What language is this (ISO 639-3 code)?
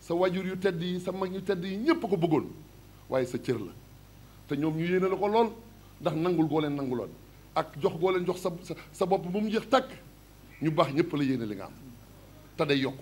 wol